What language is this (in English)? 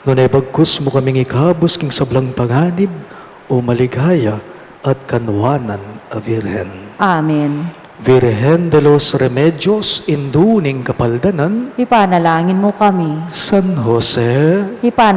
Pampanga